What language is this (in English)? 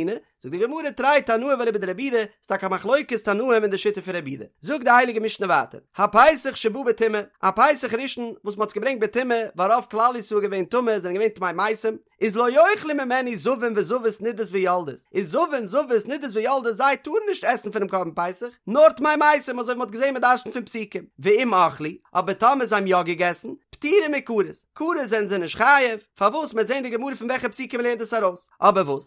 Yiddish